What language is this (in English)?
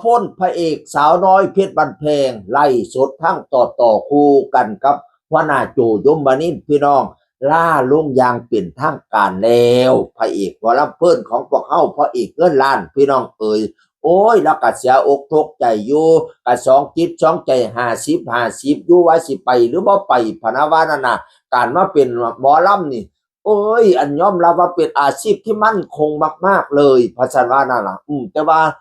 Northeastern Thai